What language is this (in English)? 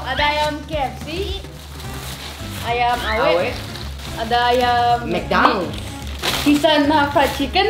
Indonesian